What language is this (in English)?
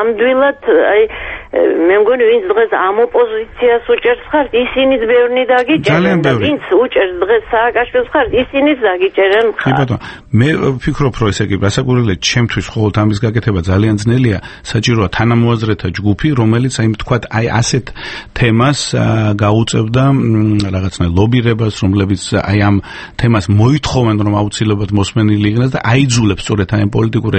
Georgian